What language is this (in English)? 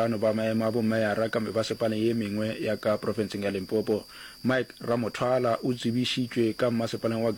Northern Sotho